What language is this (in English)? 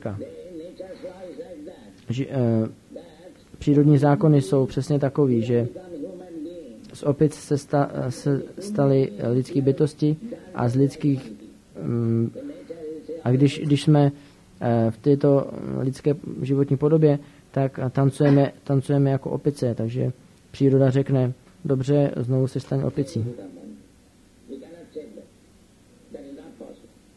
Czech